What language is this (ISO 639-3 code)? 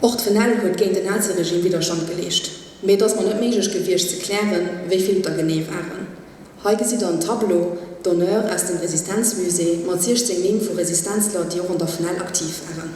ltz